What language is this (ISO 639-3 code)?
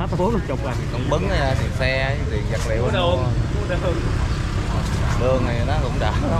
vie